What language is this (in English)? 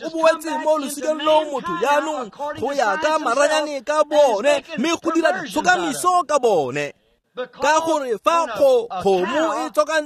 Tswana